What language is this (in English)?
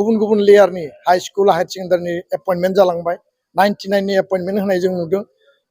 Bodo